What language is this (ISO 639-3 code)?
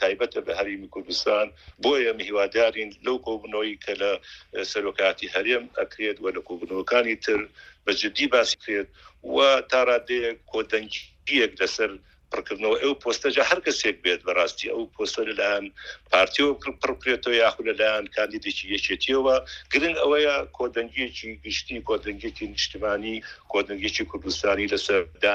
ckb